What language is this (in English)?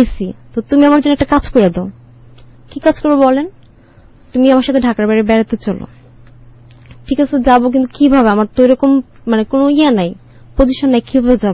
Bangla